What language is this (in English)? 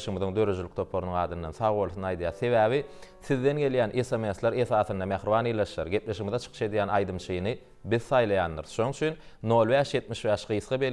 Turkmen